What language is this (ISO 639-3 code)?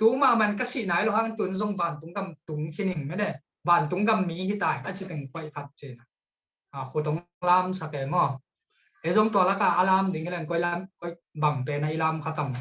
ctd